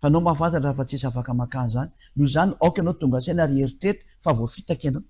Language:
Malagasy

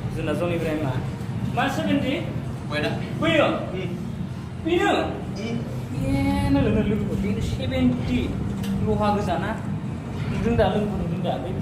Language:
Bodo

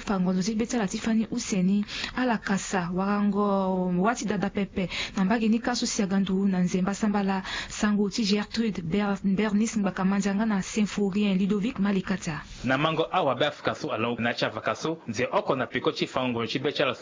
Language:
Sango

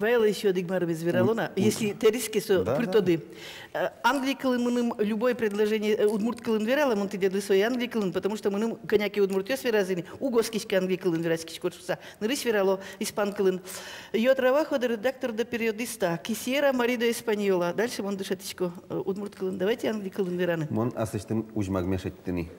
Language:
Udmurt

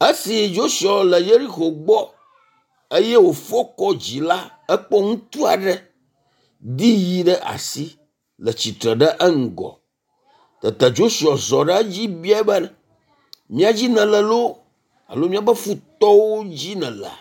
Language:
Ewe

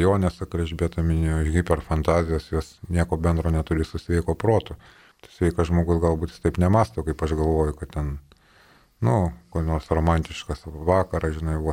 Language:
Lithuanian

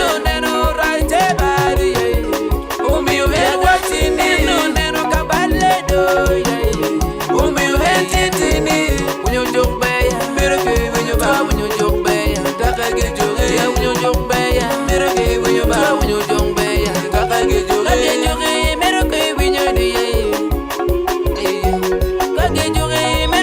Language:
Acoli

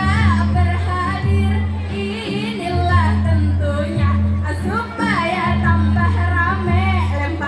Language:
Banjar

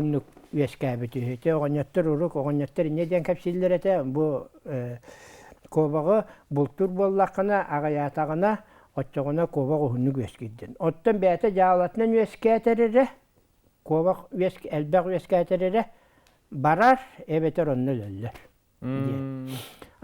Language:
Yakut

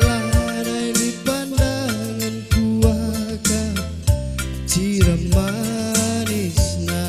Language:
Batak Karo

